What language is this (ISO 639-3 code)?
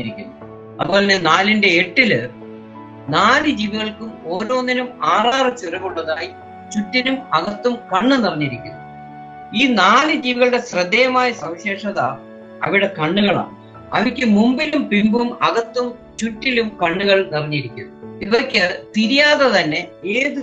mal